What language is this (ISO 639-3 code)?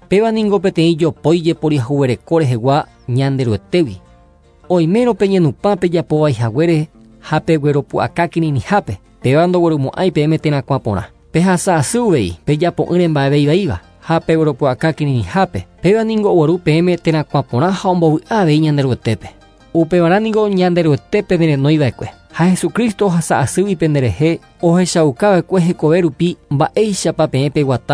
grn